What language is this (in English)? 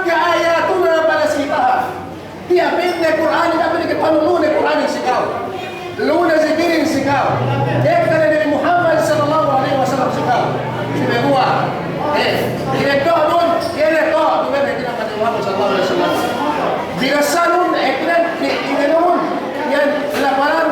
Yakan